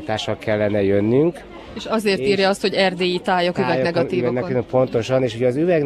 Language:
Hungarian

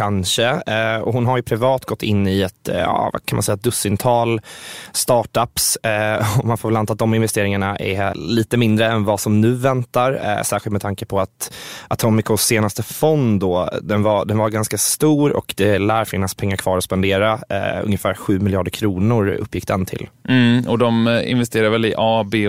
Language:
Swedish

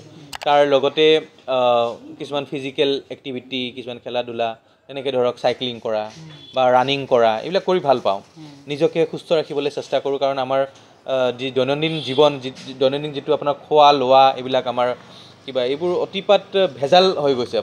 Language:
Assamese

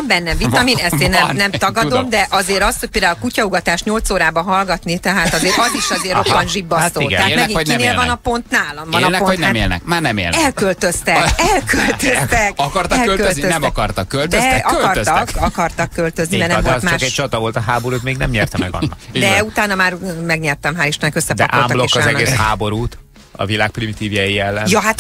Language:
Hungarian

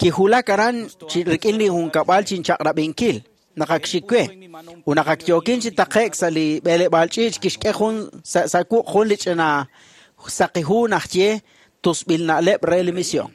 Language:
Kekchí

